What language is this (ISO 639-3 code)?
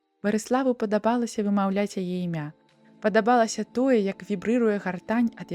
bel